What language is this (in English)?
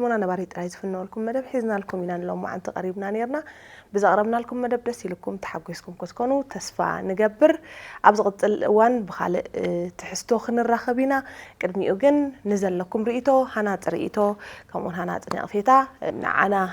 Tigrinya